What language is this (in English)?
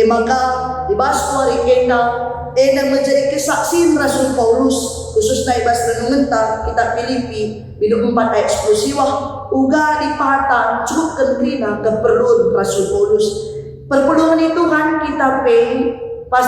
Batak Karo